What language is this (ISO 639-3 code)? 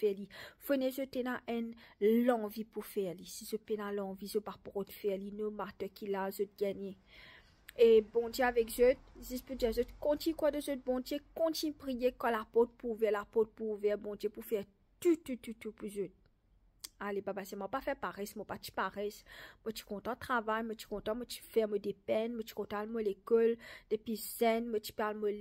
mfe